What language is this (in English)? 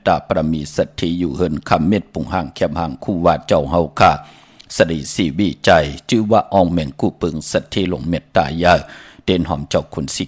Shan